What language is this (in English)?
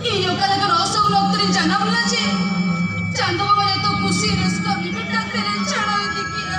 Santali